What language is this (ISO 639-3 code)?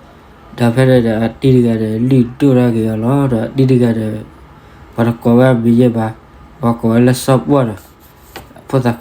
ksw